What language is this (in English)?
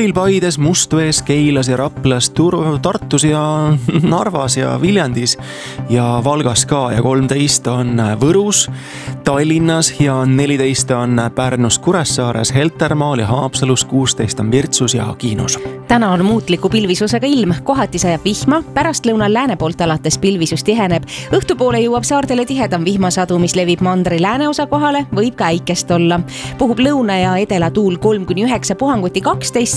Estonian